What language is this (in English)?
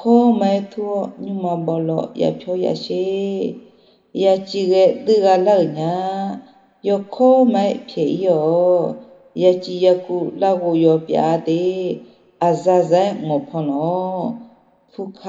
Akha